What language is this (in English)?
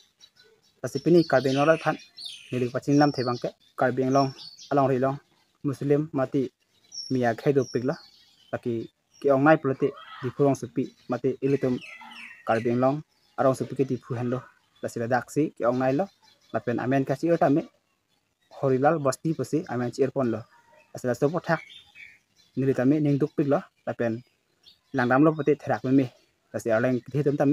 Karbi